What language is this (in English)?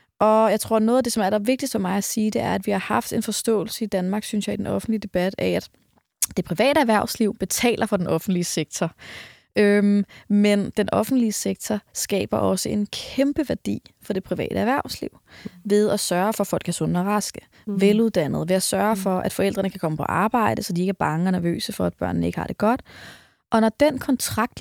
Danish